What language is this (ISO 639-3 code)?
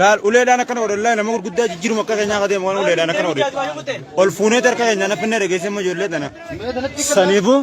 orm